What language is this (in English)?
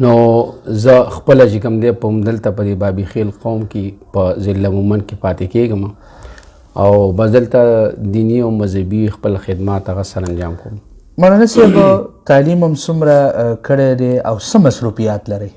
Pashto